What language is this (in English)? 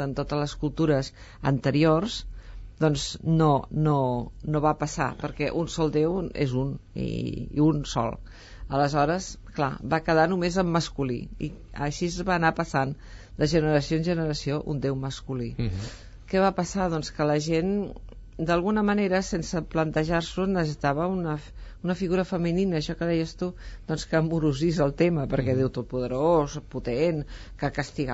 Catalan